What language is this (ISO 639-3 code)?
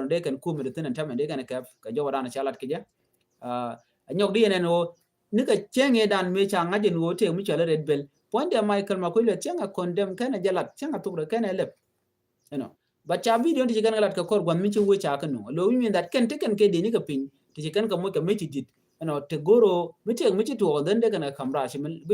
nus